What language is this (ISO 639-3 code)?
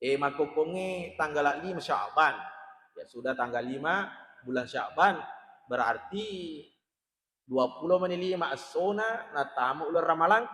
bug